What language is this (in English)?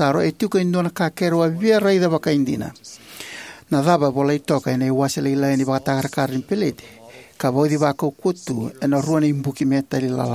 Fijian